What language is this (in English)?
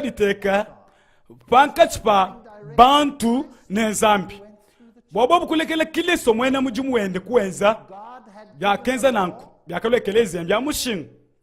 Luba-Lulua